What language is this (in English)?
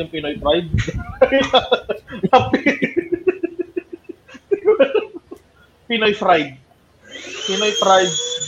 Filipino